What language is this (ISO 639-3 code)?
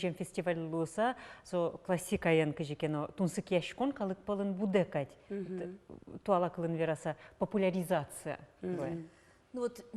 udm